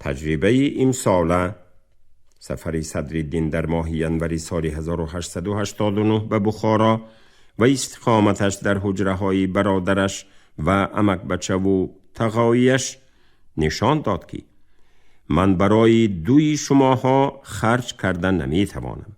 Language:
Tajik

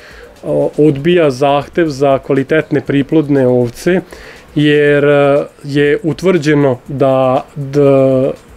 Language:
Serbian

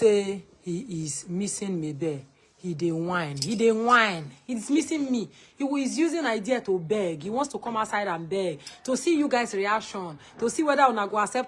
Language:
Nigerian Pidgin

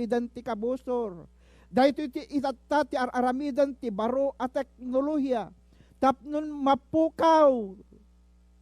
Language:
Iloko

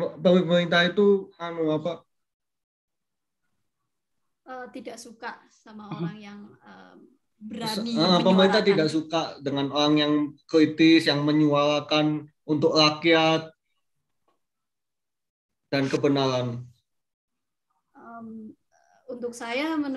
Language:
Indonesian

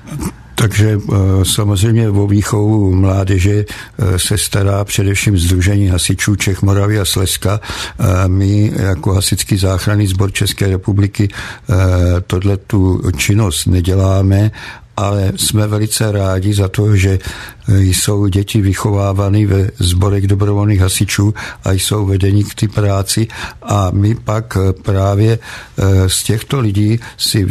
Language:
Czech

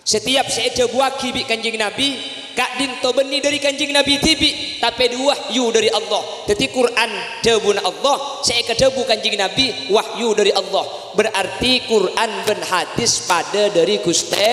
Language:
Madurese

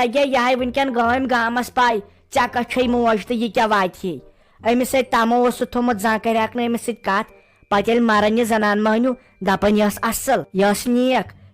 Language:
Kashmiri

